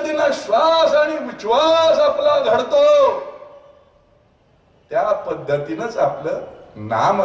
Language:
Marathi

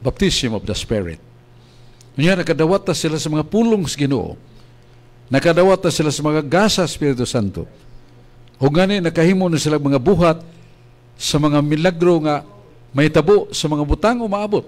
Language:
Cebuano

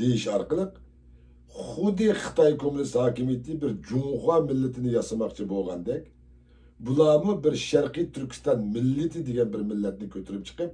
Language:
Uyghur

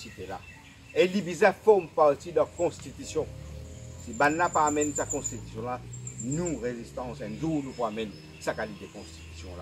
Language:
Morisyen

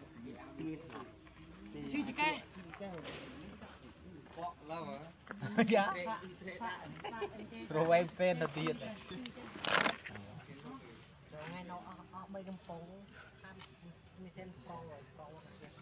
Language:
Vietnamese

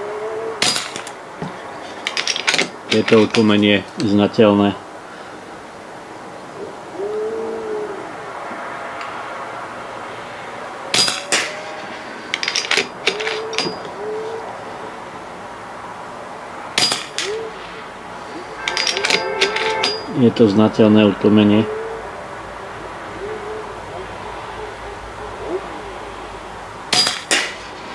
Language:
Slovak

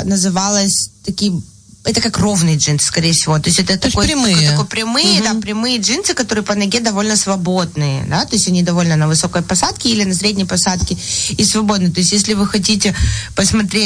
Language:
Russian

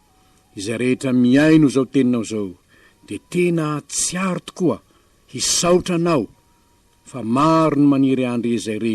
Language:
Malagasy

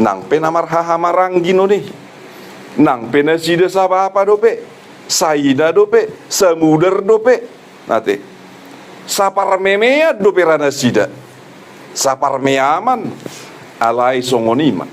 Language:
Batak Toba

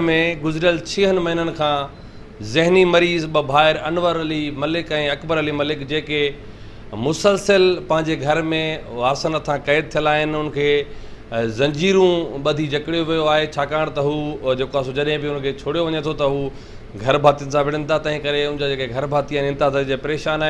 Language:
Sindhi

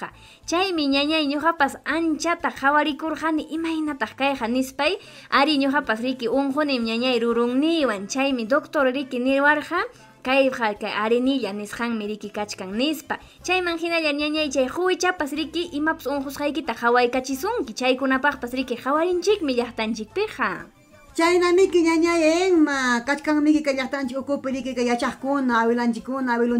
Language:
Ayacucho Quechua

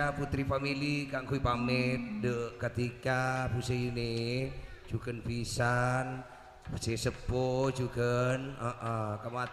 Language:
Madurese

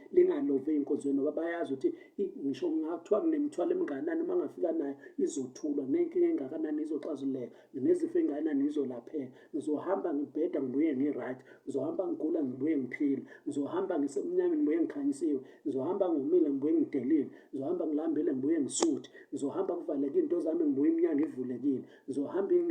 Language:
Zulu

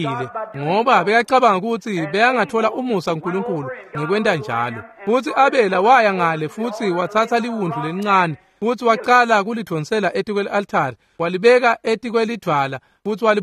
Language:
Swati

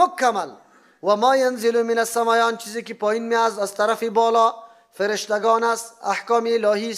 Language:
Persian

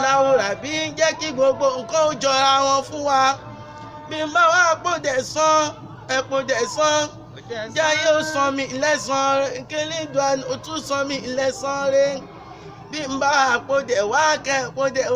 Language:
Yoruba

